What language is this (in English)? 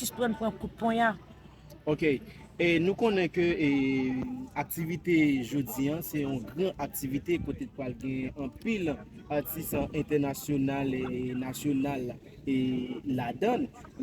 Haitian Creole